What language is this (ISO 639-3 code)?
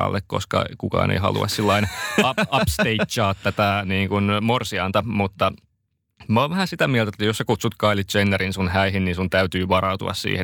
fin